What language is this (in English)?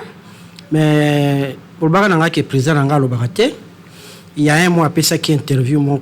Lingala